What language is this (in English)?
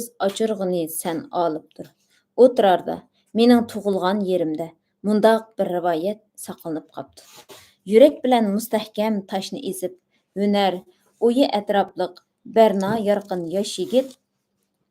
Uyghur